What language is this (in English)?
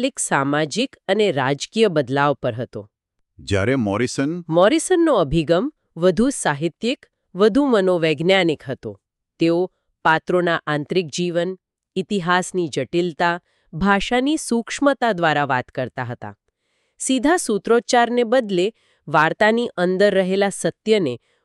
Gujarati